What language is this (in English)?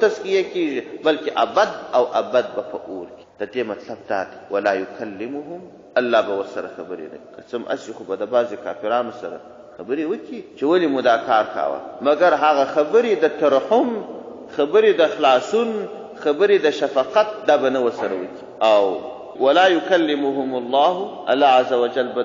Pashto